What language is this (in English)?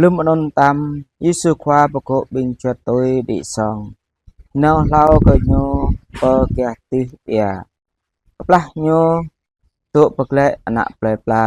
Jarai